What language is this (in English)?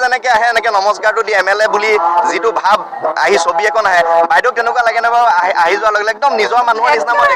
Assamese